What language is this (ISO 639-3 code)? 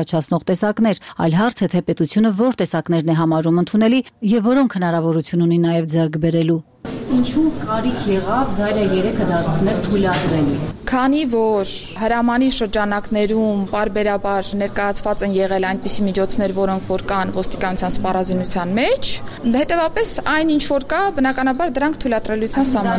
hye